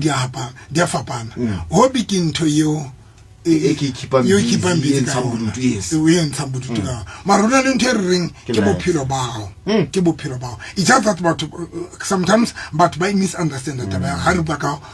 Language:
Southern Sotho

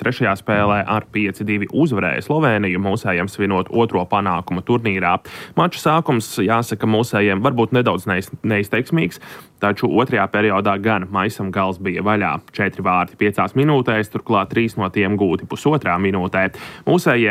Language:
Latvian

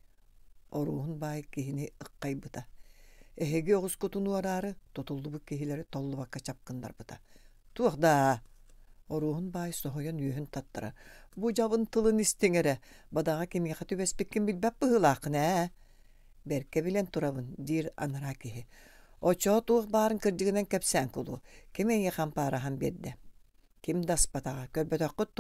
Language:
Yakut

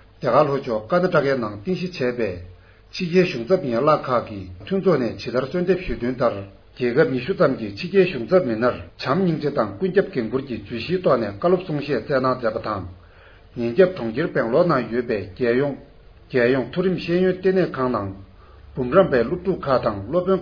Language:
Tibetan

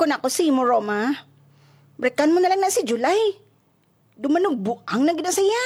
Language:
Hiligaynon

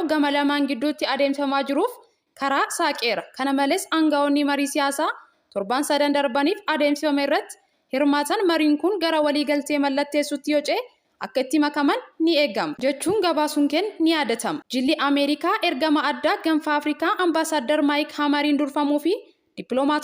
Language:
Oromo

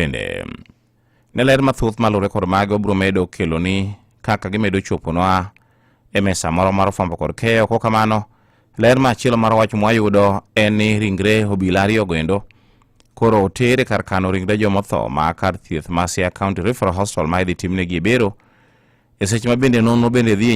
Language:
Luo (Kenya and Tanzania)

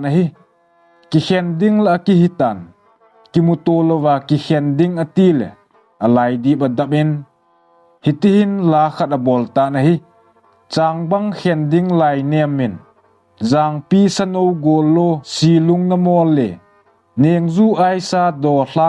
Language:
Thado Chin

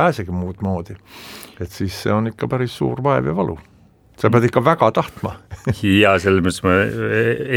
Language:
Estonian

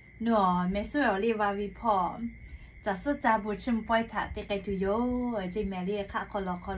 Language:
Lahu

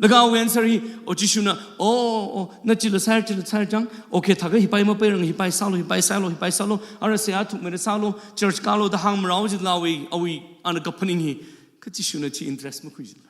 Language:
Tangkhul Naga (India)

